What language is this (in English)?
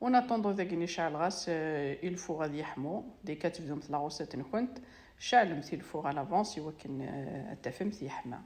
Kabyle